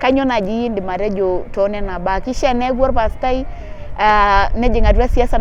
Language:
Masai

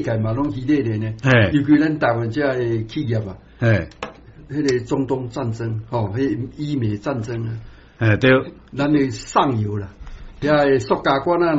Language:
Min Nan Chinese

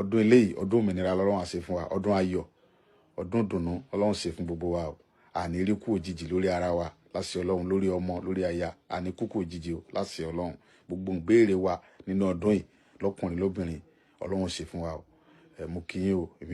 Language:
Yoruba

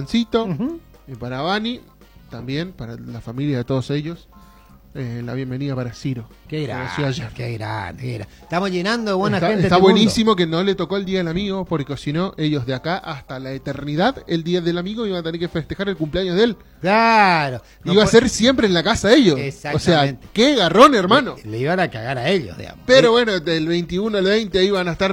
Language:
Spanish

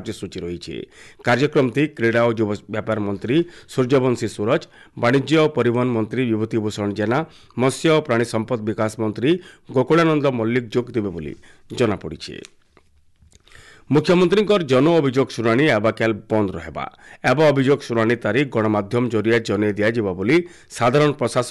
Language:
Odia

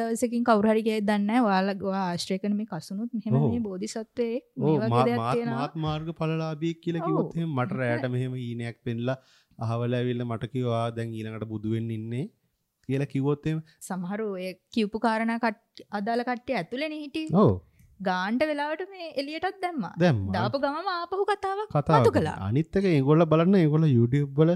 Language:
Sinhala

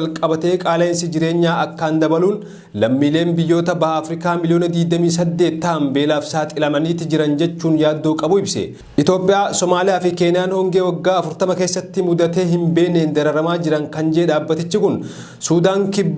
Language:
Oromo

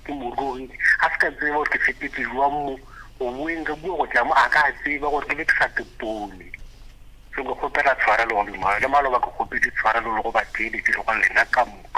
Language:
Northern Sotho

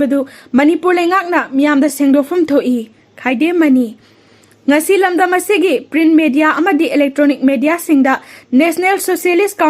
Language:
Manipuri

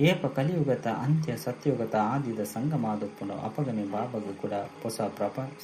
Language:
Tulu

